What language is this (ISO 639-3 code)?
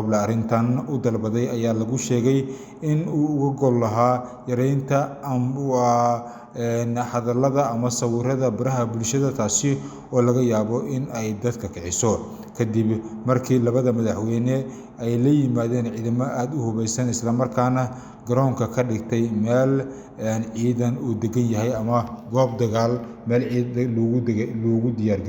som